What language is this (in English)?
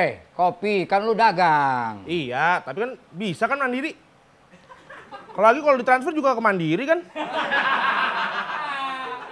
Indonesian